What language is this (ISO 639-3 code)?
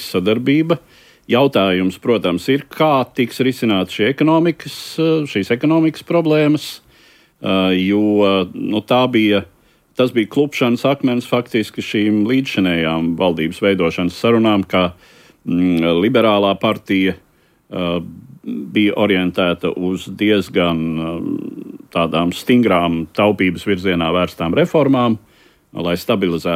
lav